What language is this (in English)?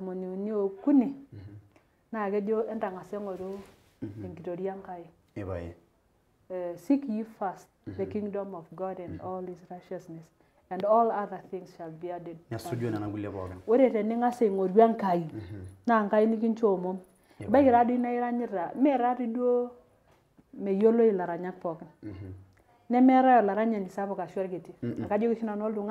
Masai